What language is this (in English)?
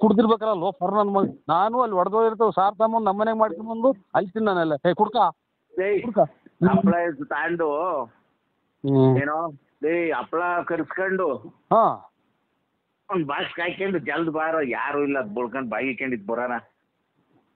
Kannada